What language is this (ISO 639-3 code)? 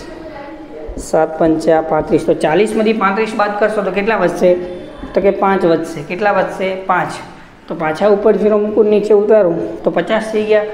guj